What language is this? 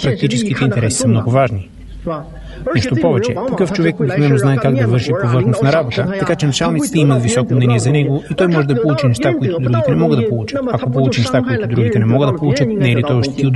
Bulgarian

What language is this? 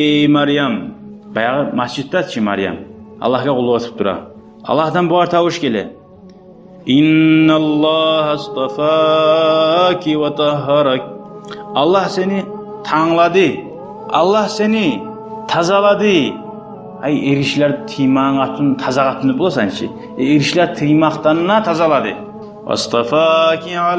Kumyk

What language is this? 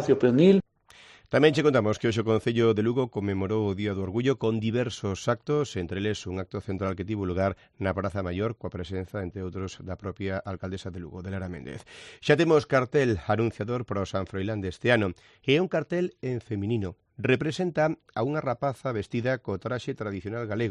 Galician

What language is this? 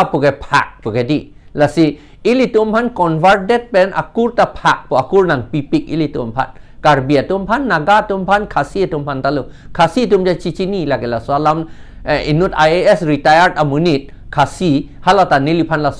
Karbi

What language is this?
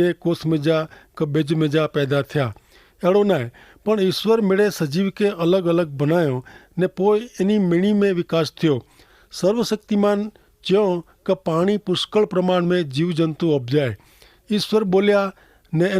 Kachhi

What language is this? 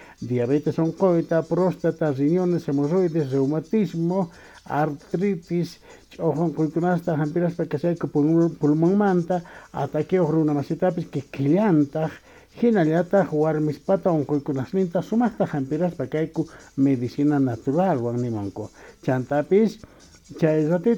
Quechua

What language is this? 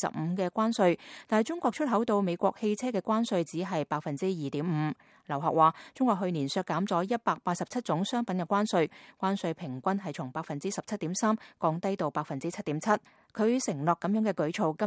Cantonese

